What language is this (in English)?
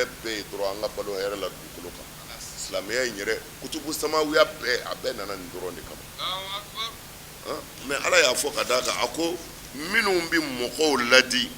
Bambara